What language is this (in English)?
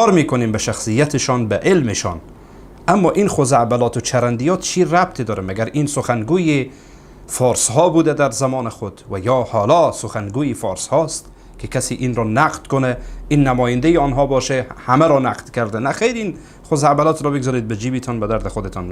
Persian